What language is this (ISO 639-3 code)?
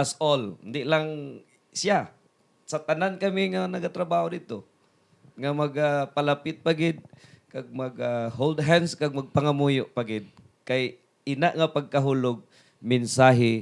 hil